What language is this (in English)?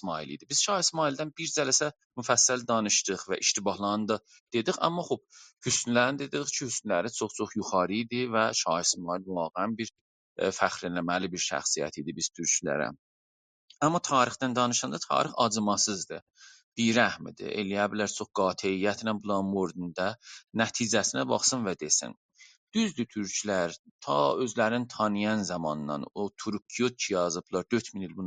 South Azerbaijani